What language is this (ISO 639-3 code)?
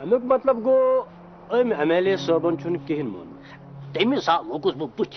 kas